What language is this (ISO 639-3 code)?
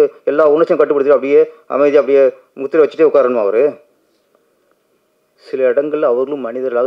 tam